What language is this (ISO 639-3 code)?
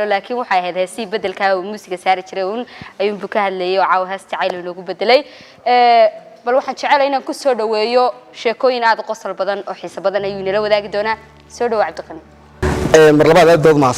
som